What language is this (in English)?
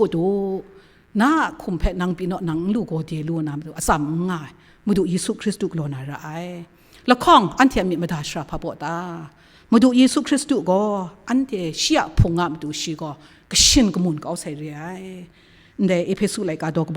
Kachin